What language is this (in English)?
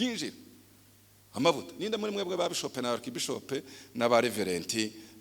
Kinyarwanda